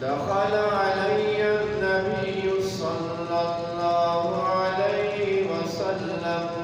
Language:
Eastern Balochi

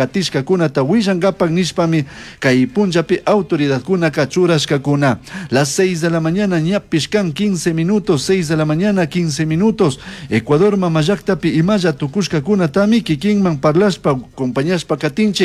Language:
Chimborazo Highland Quichua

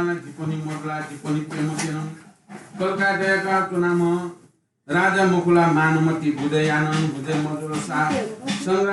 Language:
Newari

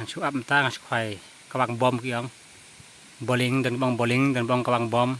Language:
Khasi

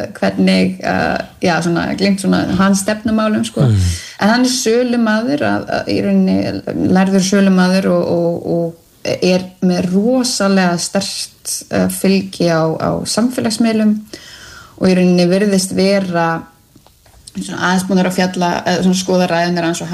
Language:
Icelandic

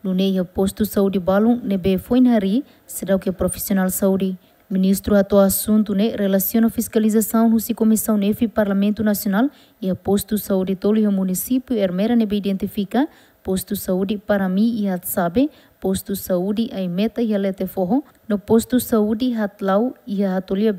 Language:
Tetum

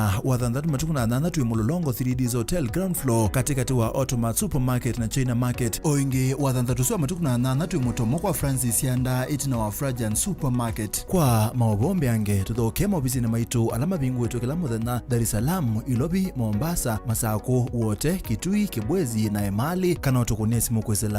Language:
Kamba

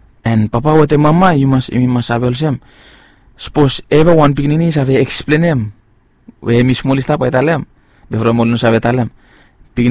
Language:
Bislama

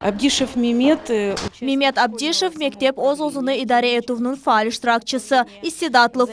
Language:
Crimean Tatar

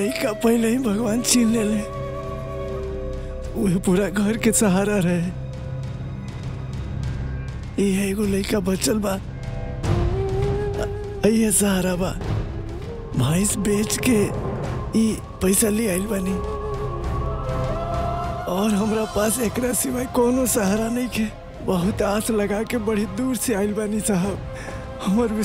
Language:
Bhojpuri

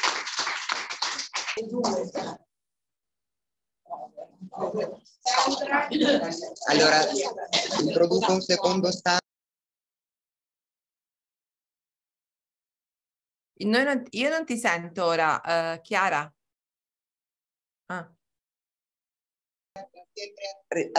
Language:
Italian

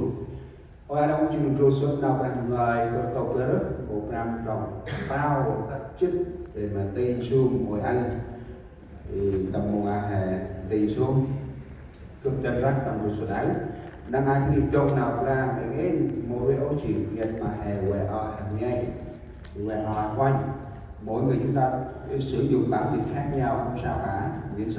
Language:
Central Mnong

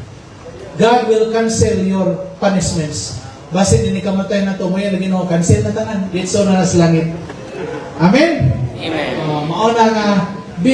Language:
Cebuano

